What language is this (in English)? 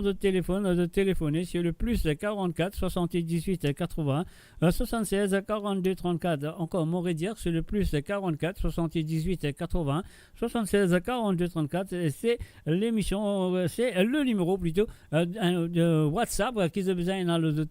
Morisyen